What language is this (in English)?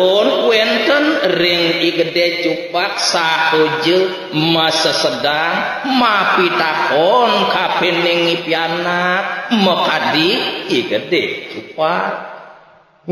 Balinese